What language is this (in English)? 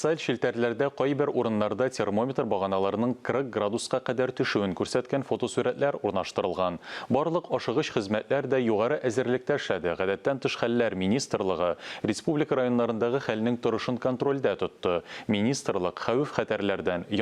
Tatar